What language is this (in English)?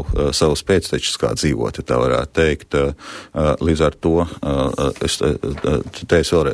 Latvian